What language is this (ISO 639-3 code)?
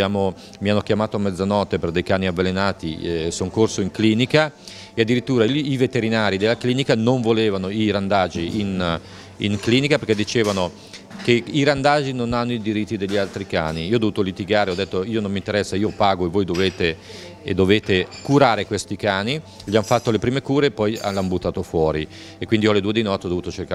ita